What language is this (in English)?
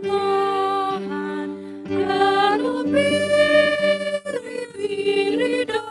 Batak Simalungun